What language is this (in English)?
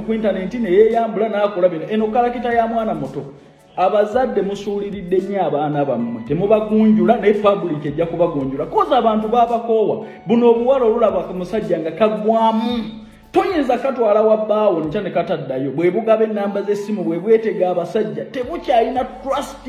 Ganda